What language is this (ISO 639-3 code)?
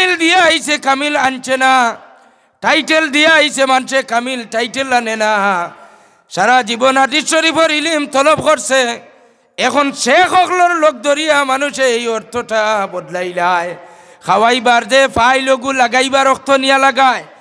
syl